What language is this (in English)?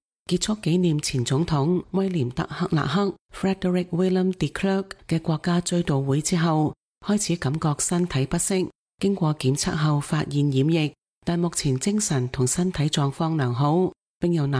Cantonese